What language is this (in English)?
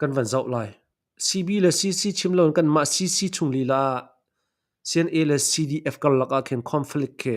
Hakha Chin